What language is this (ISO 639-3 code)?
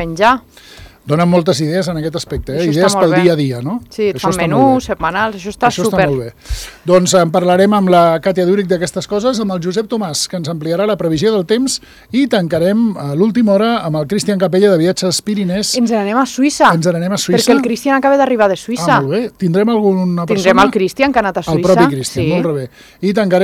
cat